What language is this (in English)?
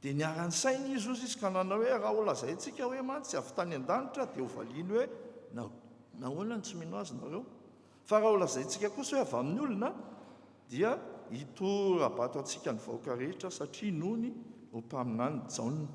Malagasy